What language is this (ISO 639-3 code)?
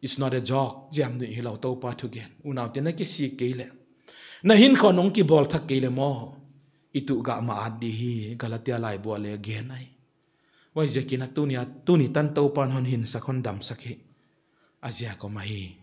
pck